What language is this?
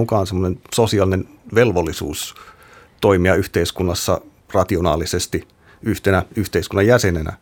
Finnish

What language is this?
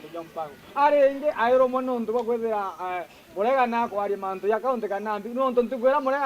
Meru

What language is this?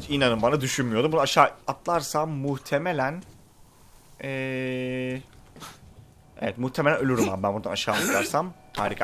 Turkish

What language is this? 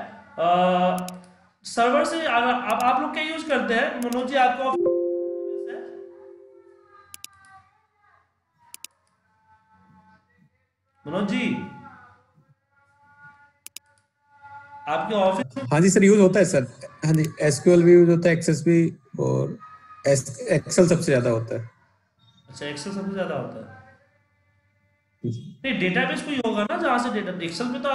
Hindi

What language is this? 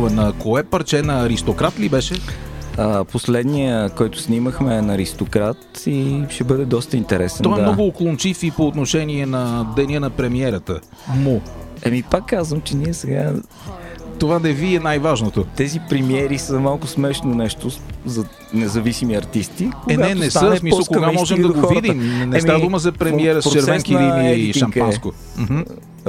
Bulgarian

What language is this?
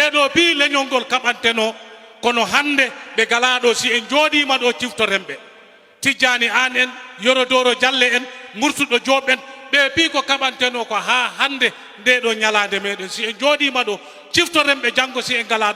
Fula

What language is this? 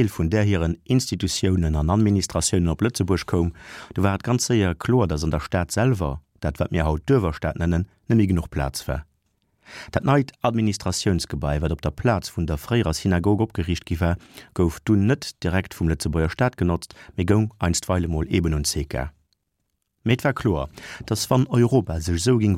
Luxembourgish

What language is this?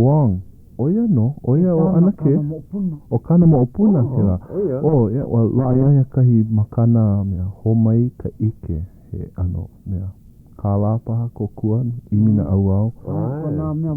Hawaiian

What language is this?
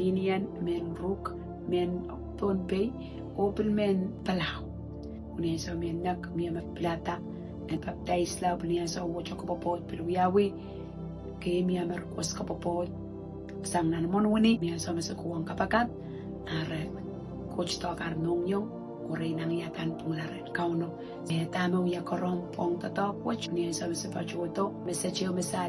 Pohnpeian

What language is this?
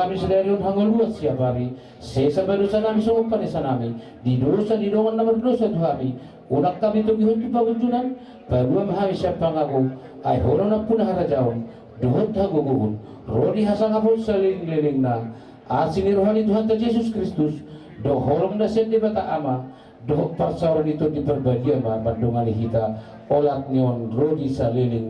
Batak Toba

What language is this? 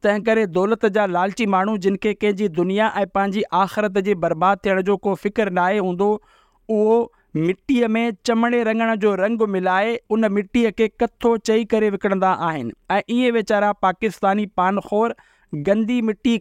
Sindhi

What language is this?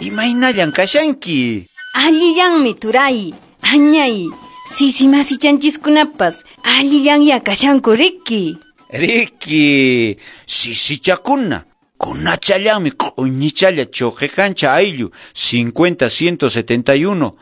Quechua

